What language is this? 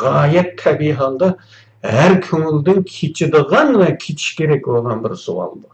Uyghur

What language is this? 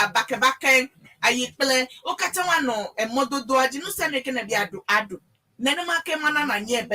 Ewe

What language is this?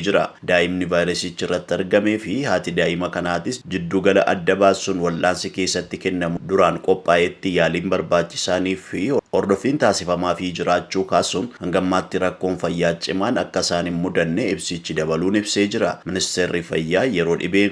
Oromo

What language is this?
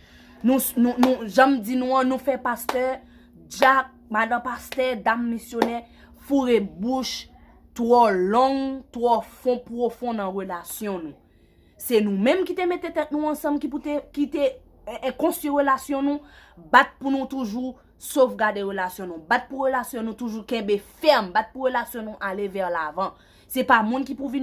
Haitian Creole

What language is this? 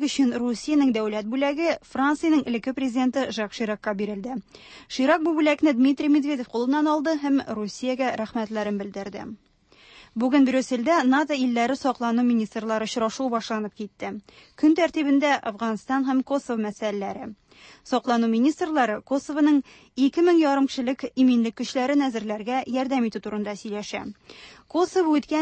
Tatar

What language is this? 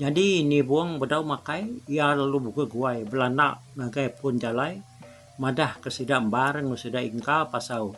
Iban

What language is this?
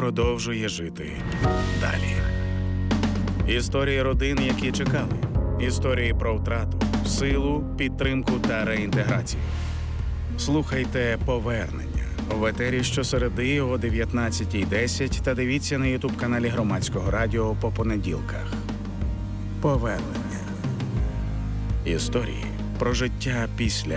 Ukrainian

